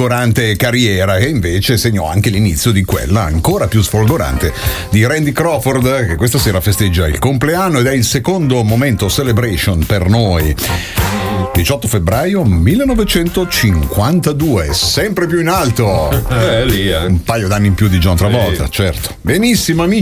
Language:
Italian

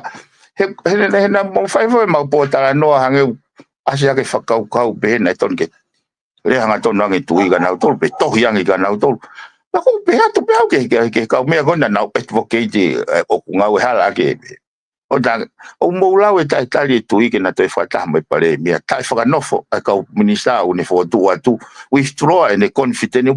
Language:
Tongan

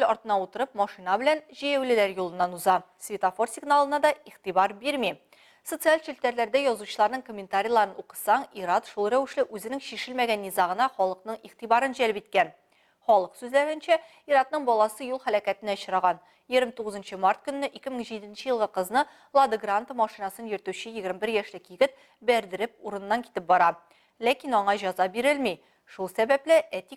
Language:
Tatar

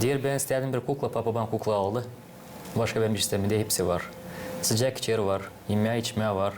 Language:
Gagauz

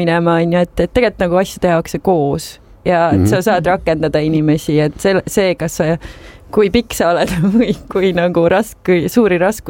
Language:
Estonian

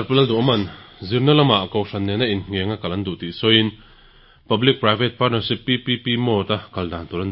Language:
Mizo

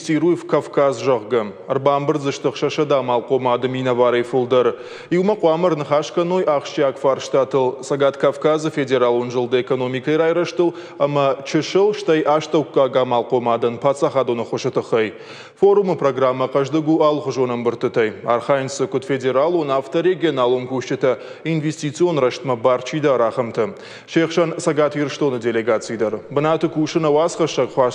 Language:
Ossetic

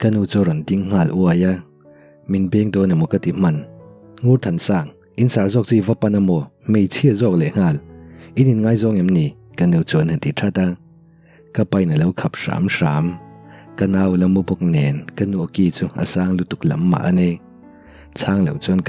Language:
Mizo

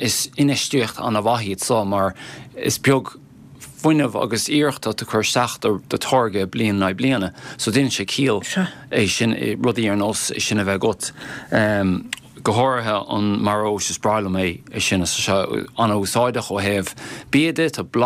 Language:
Irish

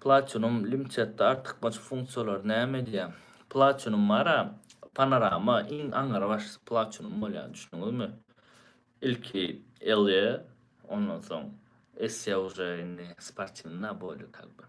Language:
Turkmen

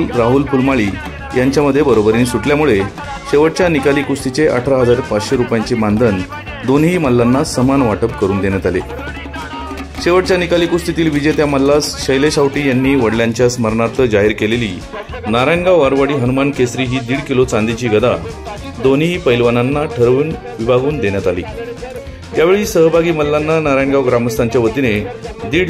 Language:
Marathi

